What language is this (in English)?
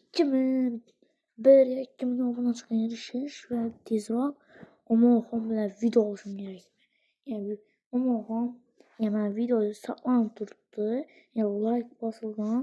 Uzbek